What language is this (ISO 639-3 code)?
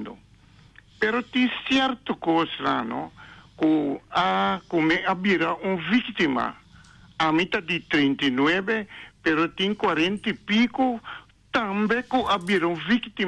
pap